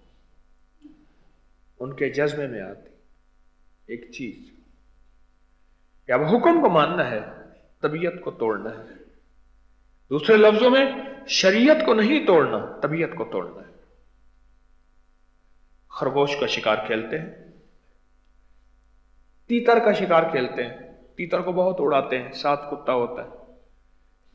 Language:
Urdu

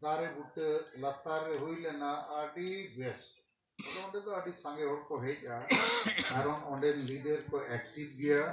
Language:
Santali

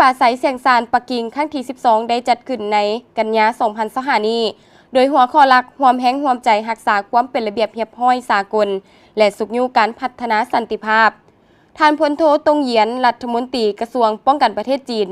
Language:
Lao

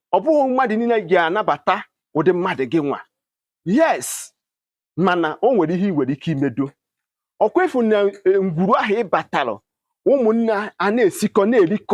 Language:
Igbo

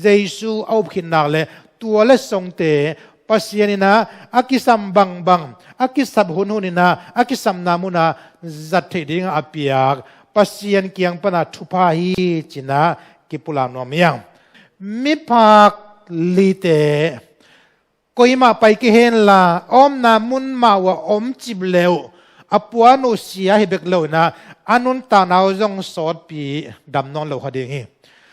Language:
Tedim Chin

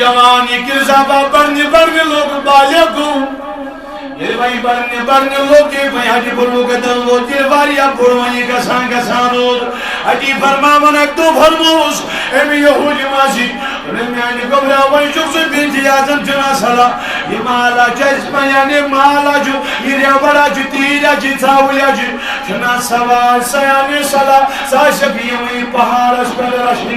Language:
Kashmiri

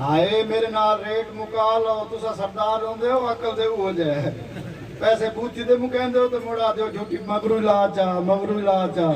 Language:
Saraiki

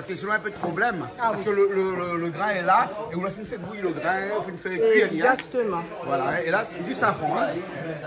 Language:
Réunion Creole French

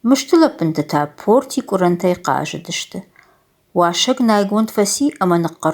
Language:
Ossetic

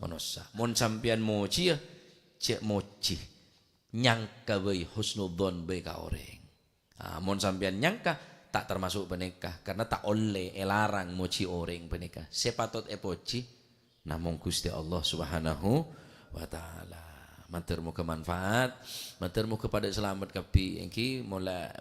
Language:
Madurese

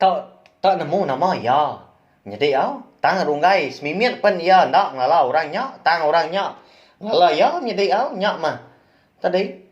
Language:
Iban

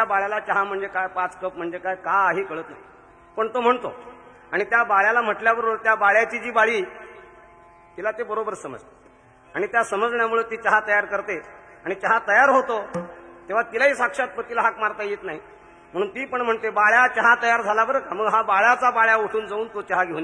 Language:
Marathi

